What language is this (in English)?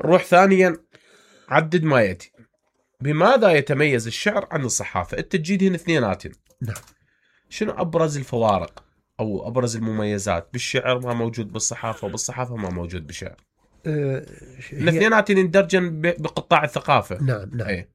Mesopotamian Arabic